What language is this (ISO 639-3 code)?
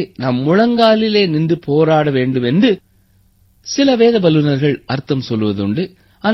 tam